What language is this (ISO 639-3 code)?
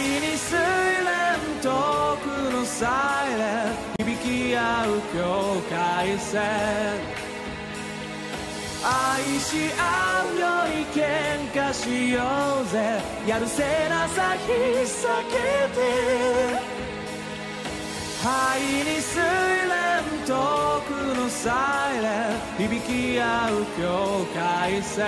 jpn